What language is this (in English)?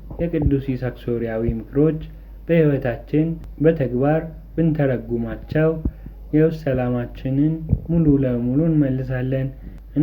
Amharic